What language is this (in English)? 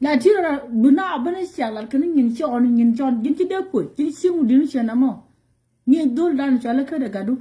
Nuer